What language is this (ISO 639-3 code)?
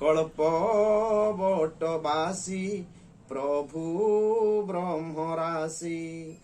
ori